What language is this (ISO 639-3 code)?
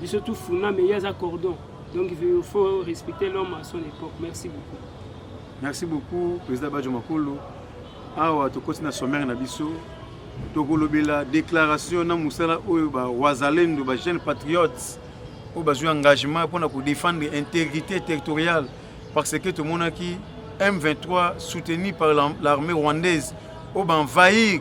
lin